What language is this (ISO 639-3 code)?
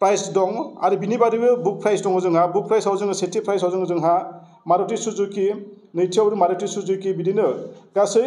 brx